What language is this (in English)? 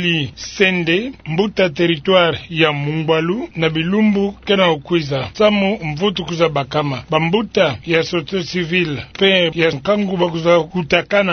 Kituba (Democratic Republic of Congo)